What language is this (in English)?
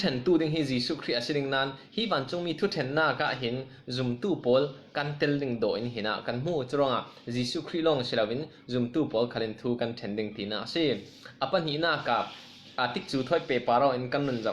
Falam Chin